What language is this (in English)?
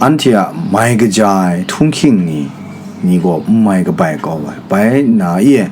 Kachin